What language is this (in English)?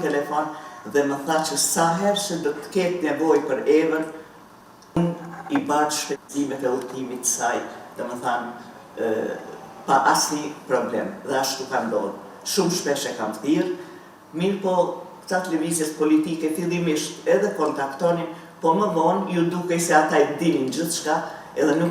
Albanian